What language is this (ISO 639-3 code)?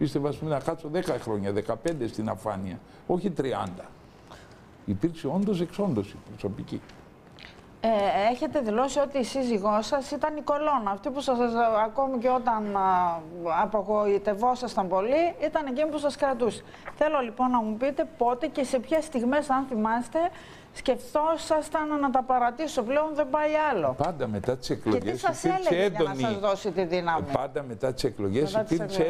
ell